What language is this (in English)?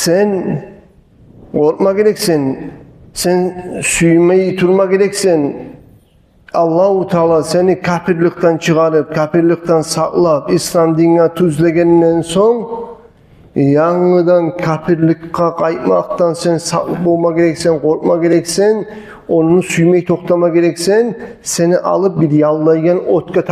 Kumyk